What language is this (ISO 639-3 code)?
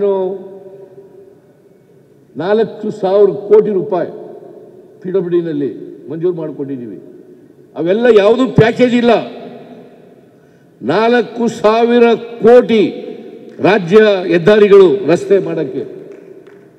kan